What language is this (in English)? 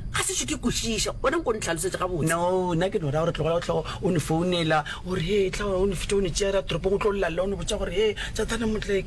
Northern Sotho